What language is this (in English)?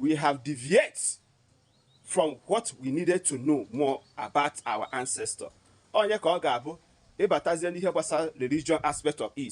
Igbo